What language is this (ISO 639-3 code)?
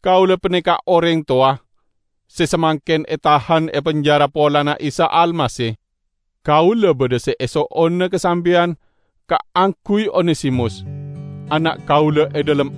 mad